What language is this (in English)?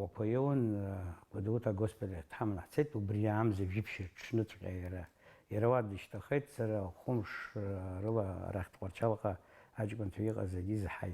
Abkhazian